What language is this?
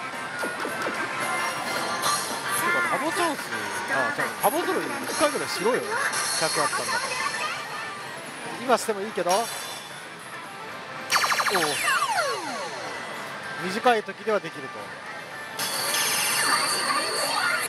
Japanese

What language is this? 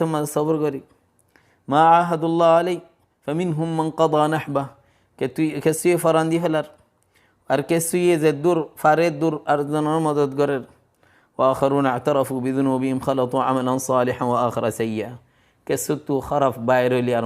Rohingya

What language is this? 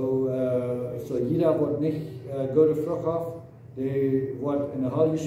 Plautdietsch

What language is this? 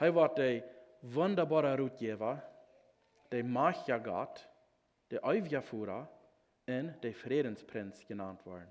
Plautdietsch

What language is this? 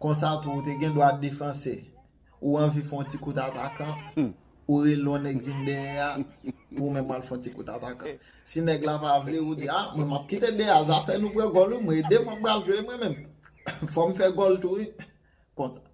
Haitian Creole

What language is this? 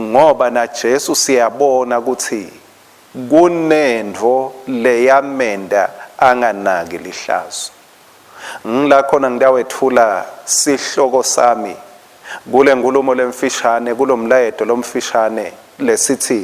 Swati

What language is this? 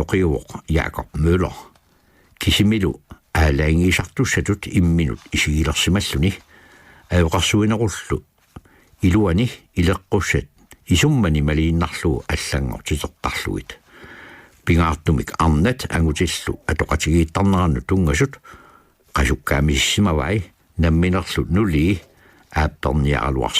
Kalaallisut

